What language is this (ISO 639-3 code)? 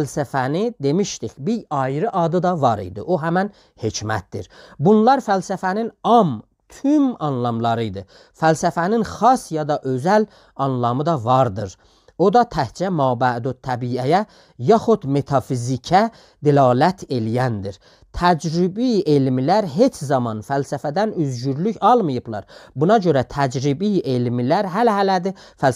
azb